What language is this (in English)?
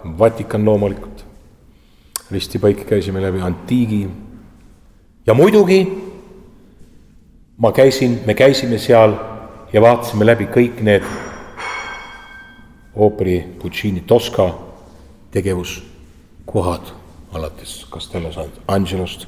Estonian